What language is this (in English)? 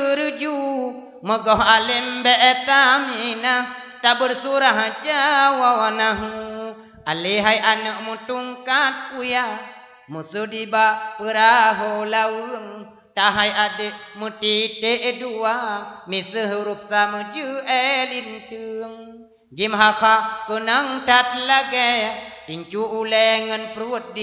Achinese